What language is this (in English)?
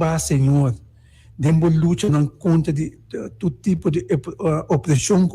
Papiamento